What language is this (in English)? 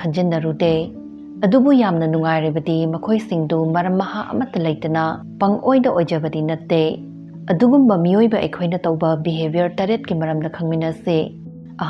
Manipuri